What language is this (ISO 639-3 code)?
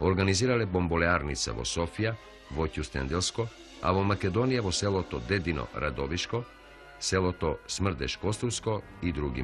mkd